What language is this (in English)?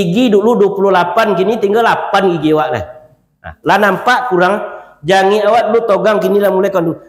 Minangkabau